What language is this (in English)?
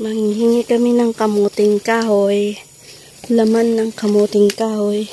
Bikol